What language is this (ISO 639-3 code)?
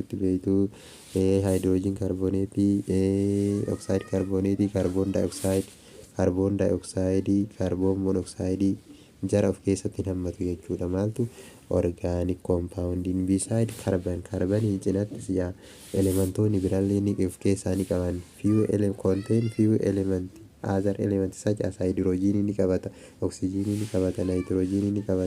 orm